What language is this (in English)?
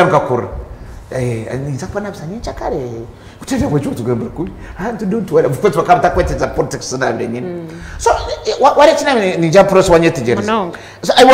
Nyankole